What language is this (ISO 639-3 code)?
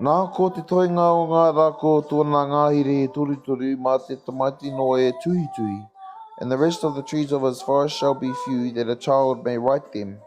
mri